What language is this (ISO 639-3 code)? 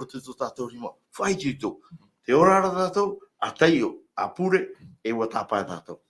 tah